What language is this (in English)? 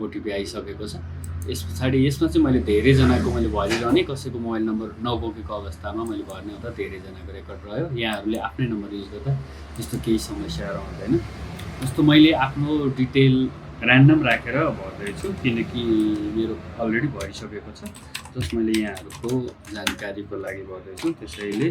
Nepali